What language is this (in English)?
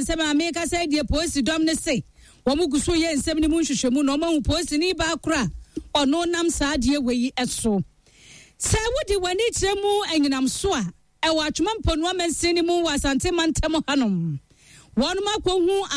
Akan